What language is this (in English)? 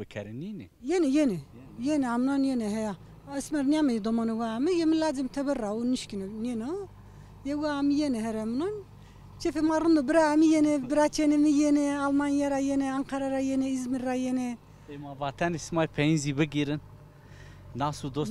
Zaza